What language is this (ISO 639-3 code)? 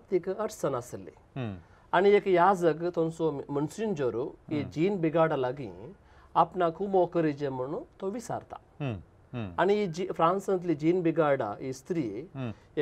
kok